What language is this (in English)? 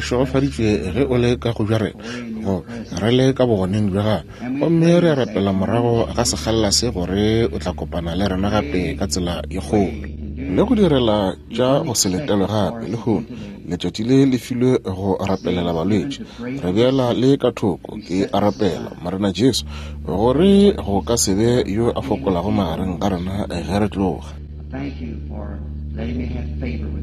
Northern Sotho